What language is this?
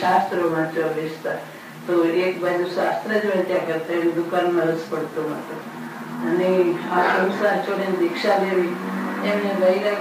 Gujarati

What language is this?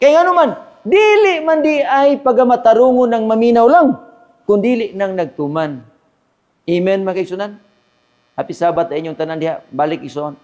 Cebuano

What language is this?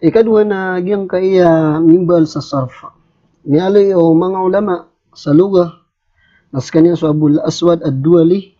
Maranao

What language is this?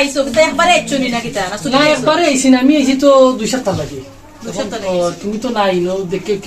Sylheti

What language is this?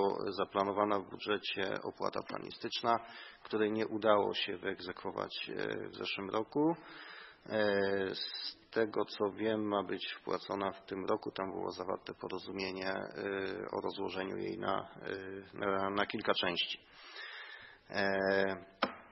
Polish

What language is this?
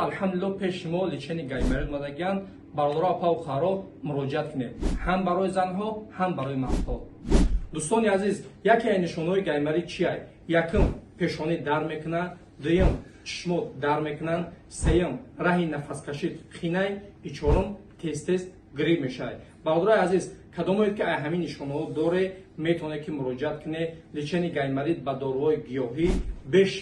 Tajik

